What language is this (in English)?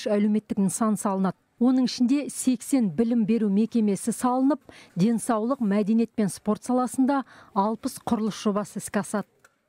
Kazakh